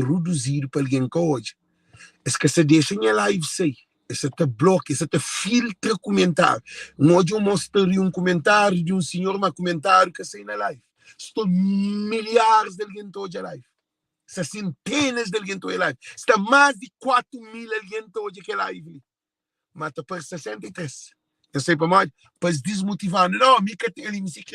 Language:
Kabuverdianu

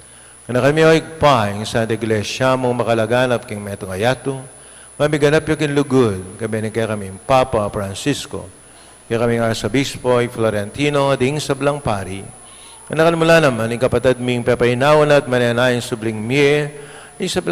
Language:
Pampanga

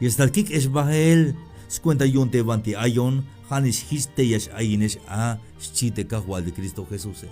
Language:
Tzeltal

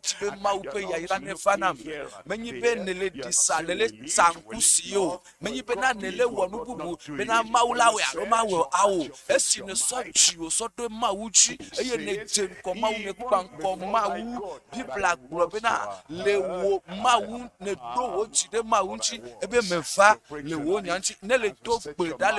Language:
Ewe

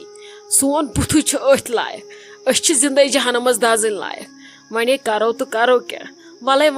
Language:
Kashmiri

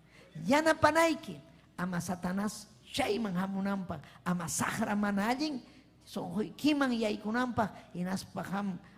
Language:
Ayacucho Quechua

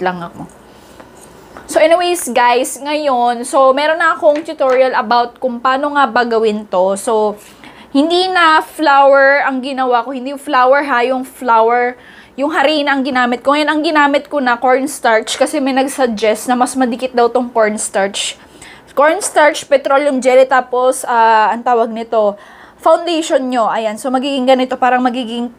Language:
Filipino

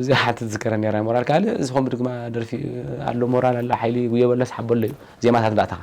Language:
Tigrinya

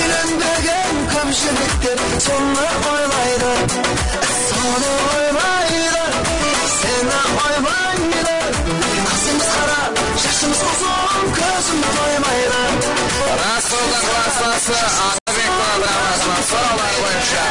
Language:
Kara-Kalpak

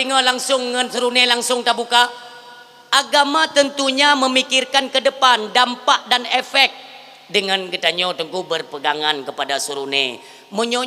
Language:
Achinese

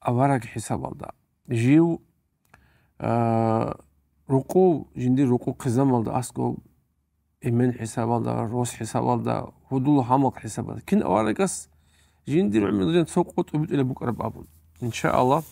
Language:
Avaric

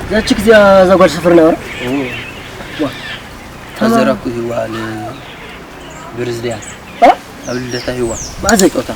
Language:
Tigrinya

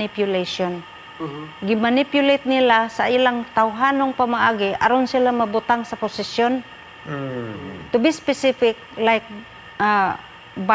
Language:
Cebuano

